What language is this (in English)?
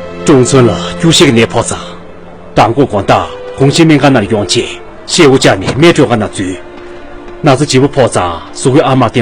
Tibetan